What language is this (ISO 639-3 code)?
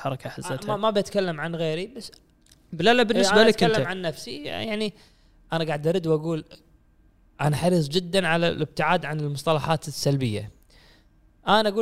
afb